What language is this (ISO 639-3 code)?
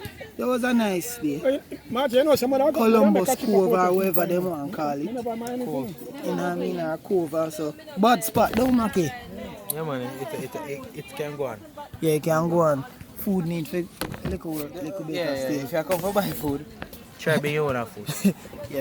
jam